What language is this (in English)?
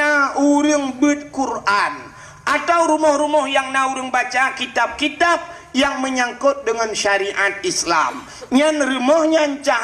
Achinese